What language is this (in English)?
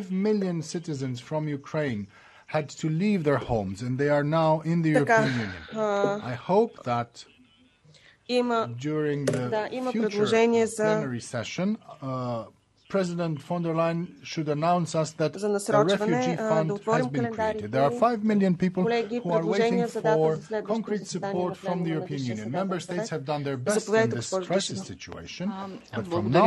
Bulgarian